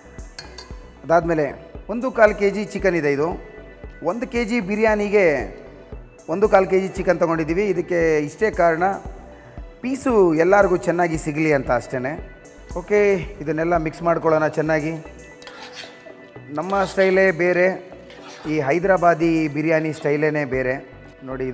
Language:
Kannada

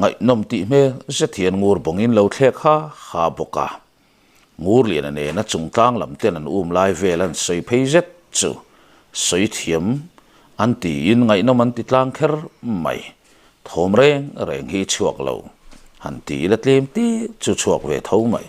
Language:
Mizo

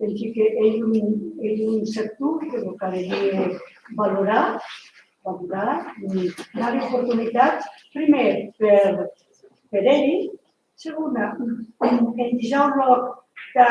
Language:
Occitan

